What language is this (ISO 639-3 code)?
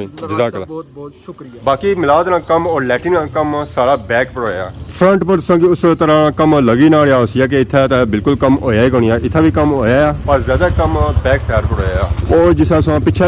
phr